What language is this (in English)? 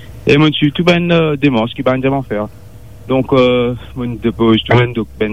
Morisyen